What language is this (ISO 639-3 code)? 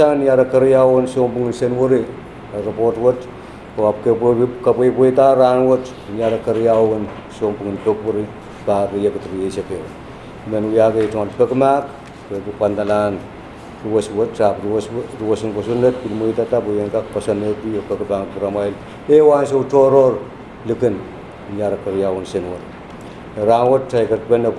pon